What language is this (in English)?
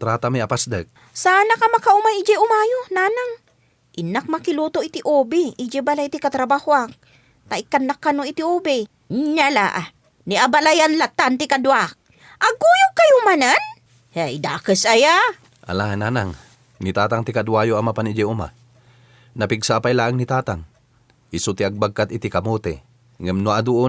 Iloko